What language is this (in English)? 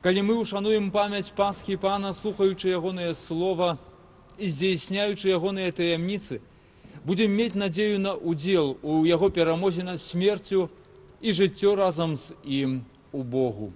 Belarusian